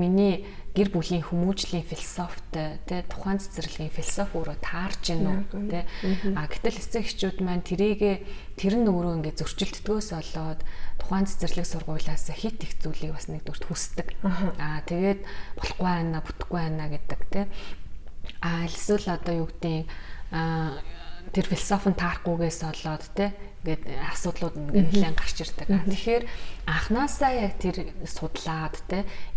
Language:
Mongolian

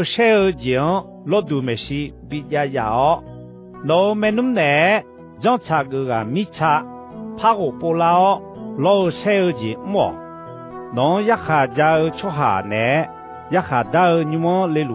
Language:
Akha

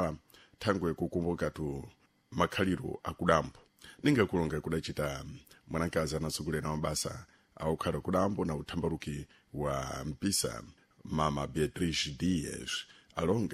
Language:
Sena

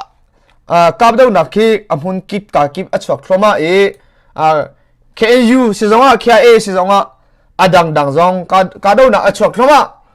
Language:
Hakha Chin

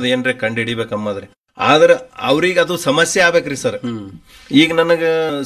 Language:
Kannada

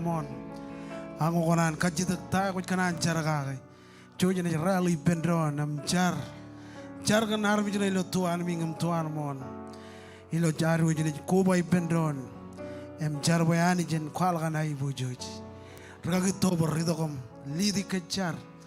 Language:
Marshallese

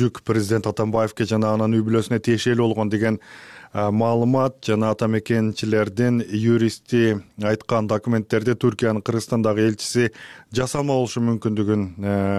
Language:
Kyrgyz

